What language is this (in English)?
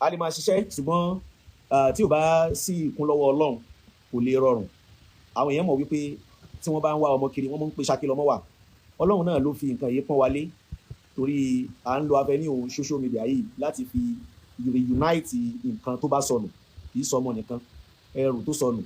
Yoruba